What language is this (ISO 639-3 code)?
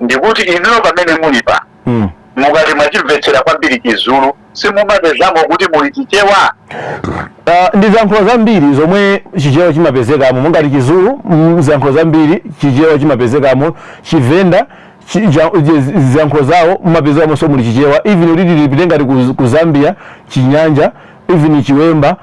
nya